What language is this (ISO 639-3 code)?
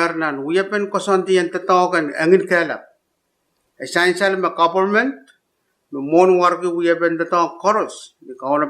pon